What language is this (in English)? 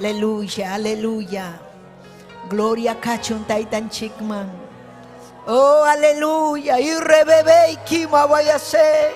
Ayacucho Quechua